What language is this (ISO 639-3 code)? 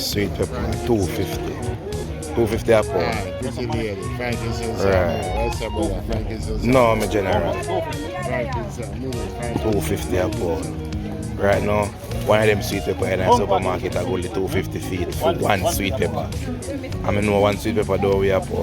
jam